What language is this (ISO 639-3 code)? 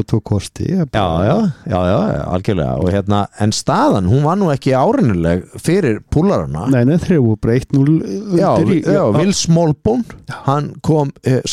isl